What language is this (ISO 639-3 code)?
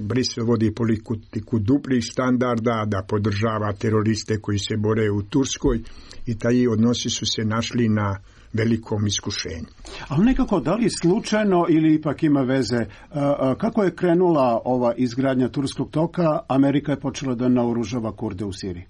srp